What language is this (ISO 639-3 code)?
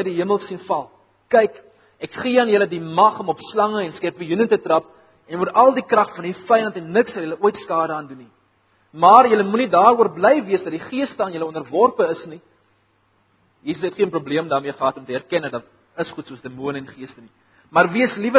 afr